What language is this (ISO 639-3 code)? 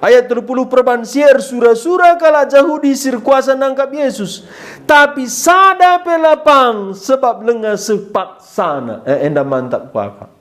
btx